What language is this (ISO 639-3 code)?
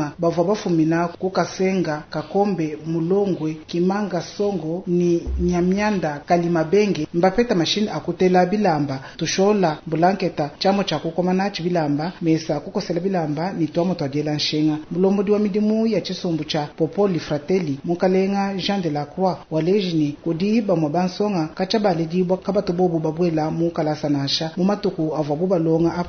lua